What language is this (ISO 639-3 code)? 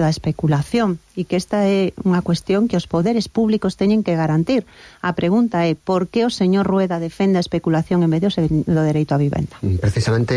glg